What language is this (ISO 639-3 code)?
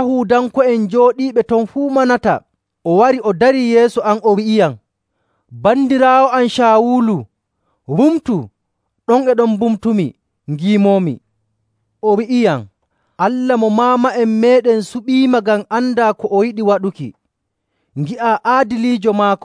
fuv